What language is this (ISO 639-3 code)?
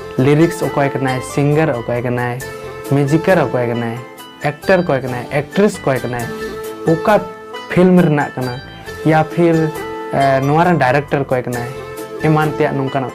sat